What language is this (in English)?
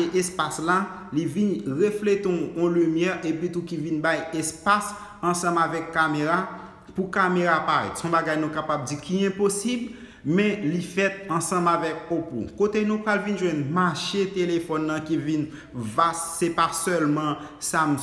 Haitian Creole